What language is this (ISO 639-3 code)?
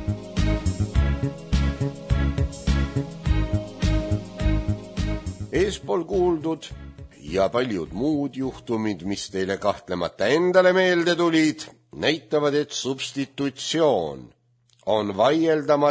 est